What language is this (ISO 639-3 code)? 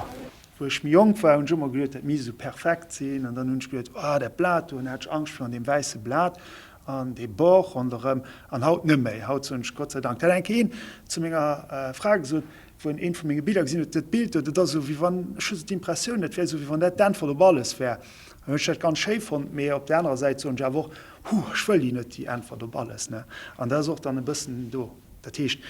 ltz